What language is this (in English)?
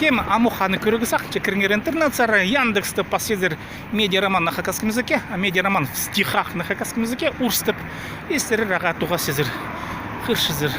Khakas